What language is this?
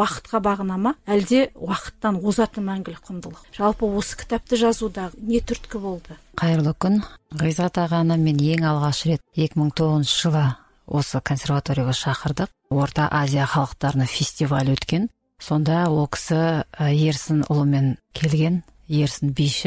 Kazakh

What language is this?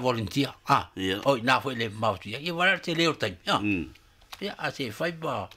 Samoan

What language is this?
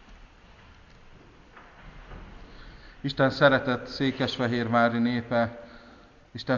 Hungarian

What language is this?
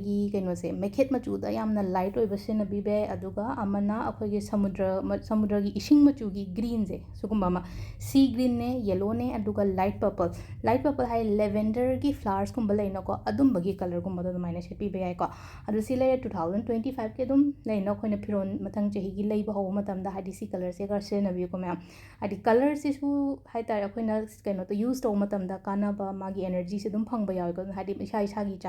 Manipuri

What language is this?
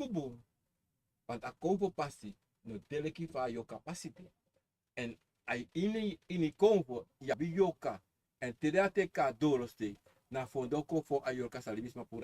Sranan Tongo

